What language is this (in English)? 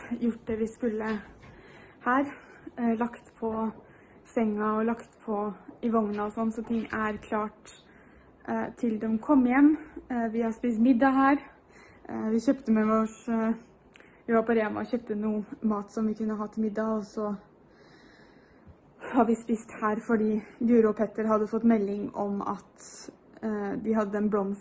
Norwegian